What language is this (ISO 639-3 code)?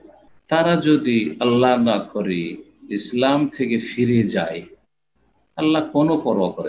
ben